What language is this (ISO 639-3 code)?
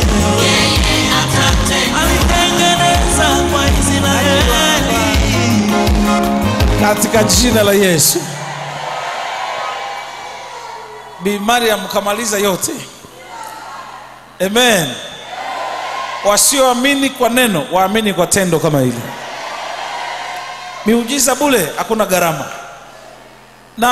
swa